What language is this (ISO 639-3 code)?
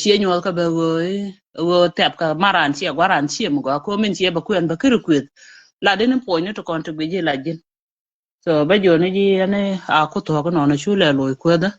nus